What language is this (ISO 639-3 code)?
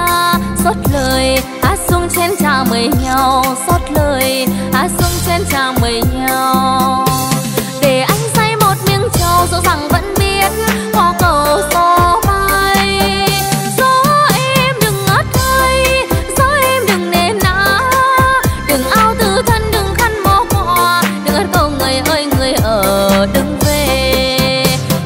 vie